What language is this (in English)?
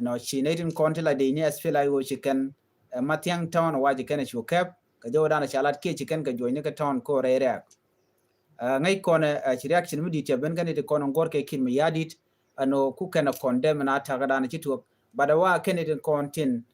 Nuer